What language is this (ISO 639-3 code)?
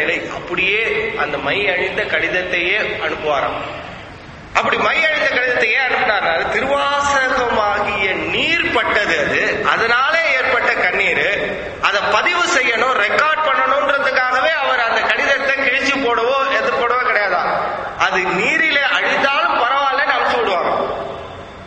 tam